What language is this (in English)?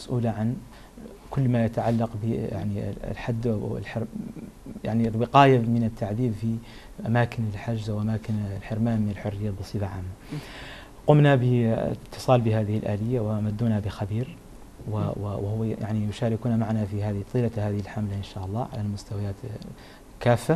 Arabic